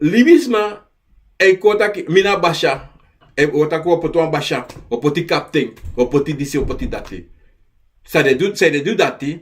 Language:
Sranan Tongo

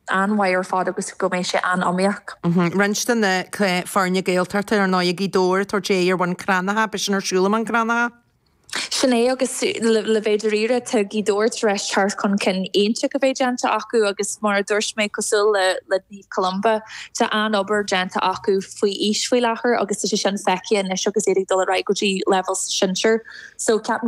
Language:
Irish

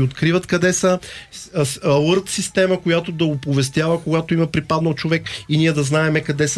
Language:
Bulgarian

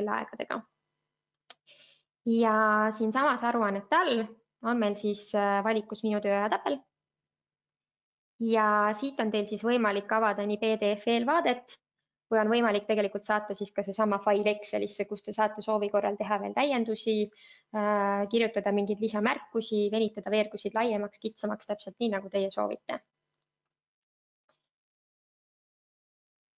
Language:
Estonian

